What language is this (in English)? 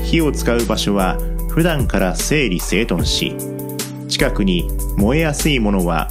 Japanese